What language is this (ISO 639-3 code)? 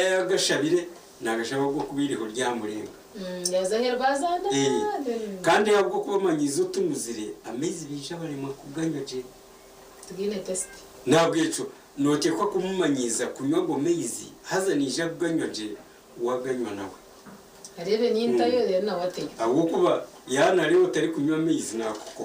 nyn